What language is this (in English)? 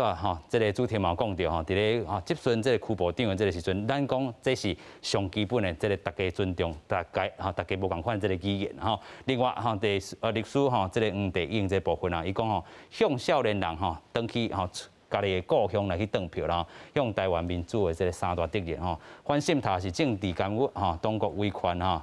Min Nan Chinese